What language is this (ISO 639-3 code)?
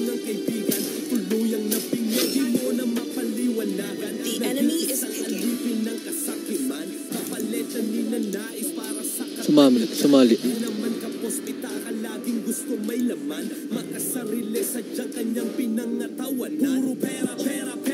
fil